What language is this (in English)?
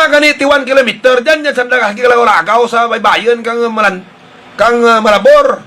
Hiligaynon